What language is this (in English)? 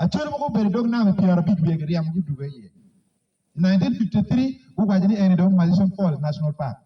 Acoli